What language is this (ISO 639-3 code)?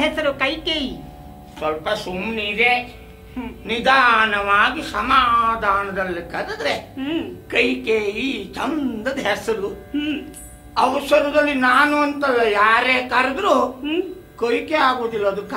kan